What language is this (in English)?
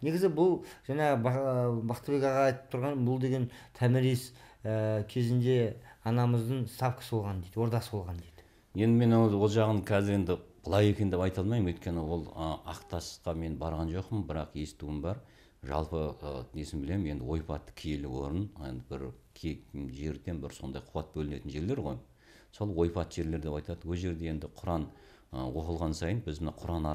Kazakh